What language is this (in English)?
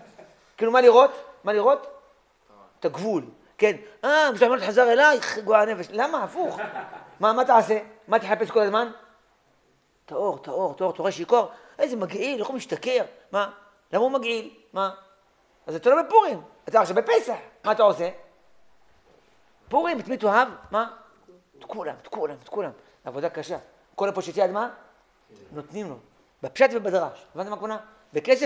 Hebrew